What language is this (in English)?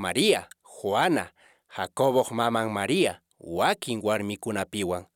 Quechua